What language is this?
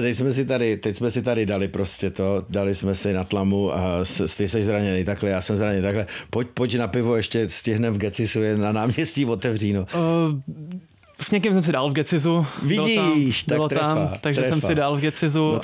Czech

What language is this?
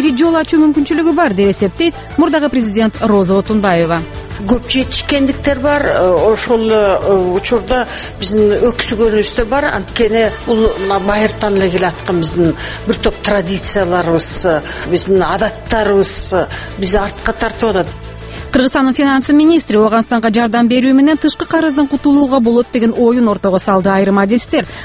Kyrgyz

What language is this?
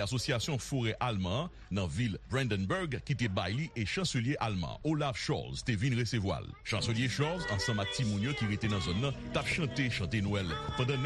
Haitian Creole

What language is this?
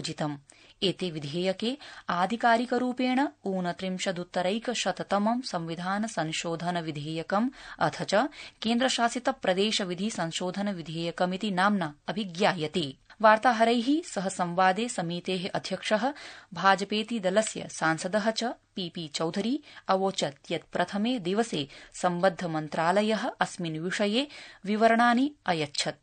Sanskrit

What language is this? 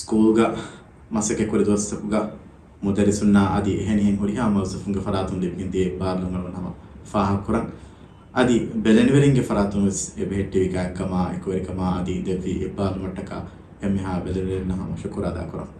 Divehi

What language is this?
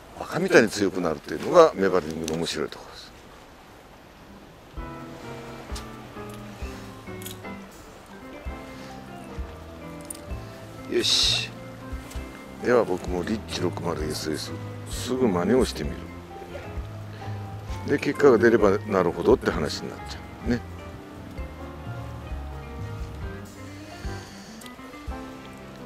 Japanese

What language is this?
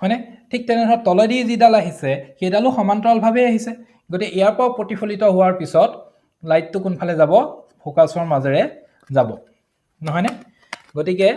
Assamese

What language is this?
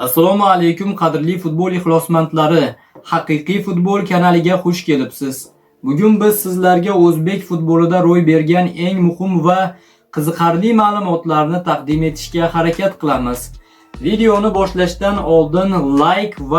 Uzbek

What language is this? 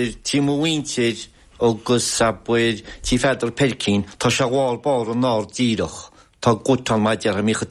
Irish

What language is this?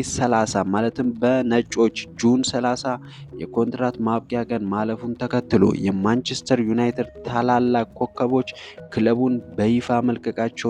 Amharic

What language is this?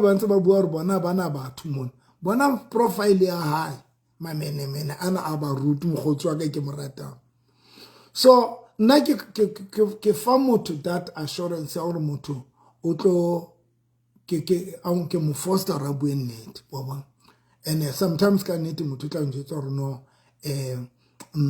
Southern Sotho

